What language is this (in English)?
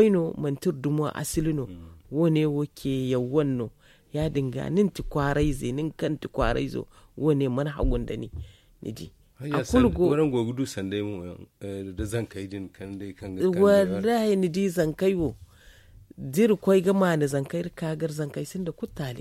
Zarma